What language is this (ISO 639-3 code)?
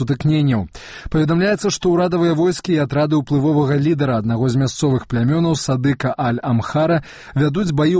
bel